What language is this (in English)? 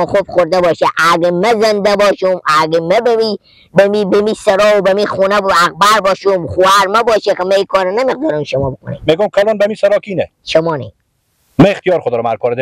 Persian